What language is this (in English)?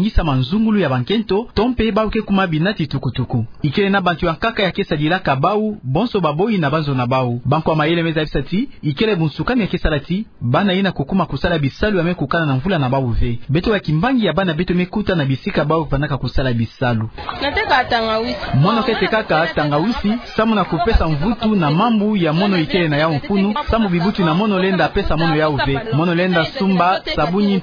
Kituba (Democratic Republic of Congo)